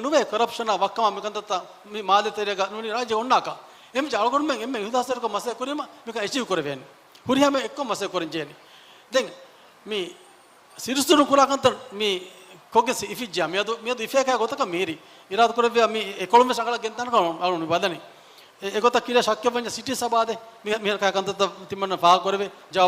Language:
Divehi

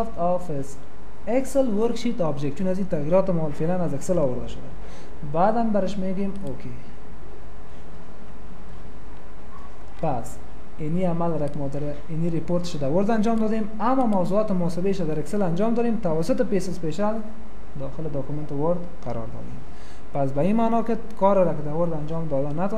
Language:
Persian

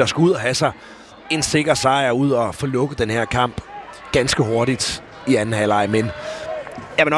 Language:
Danish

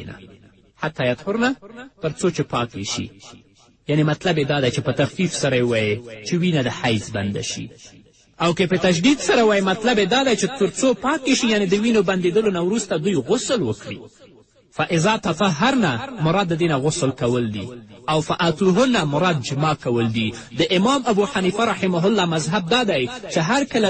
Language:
Pashto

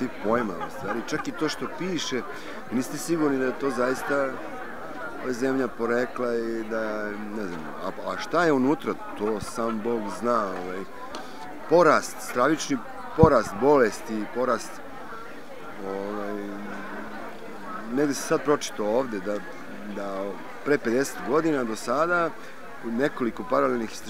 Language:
Serbian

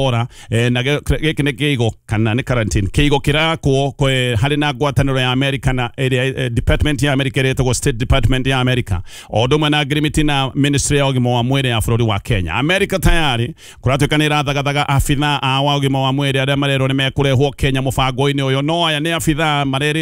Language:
Kikuyu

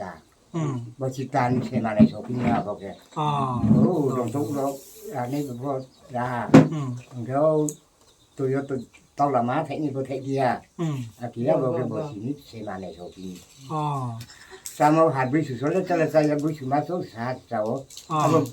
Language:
Riang (India)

